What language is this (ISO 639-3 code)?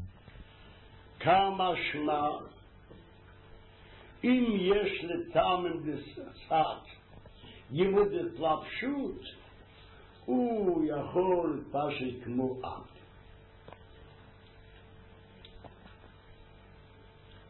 heb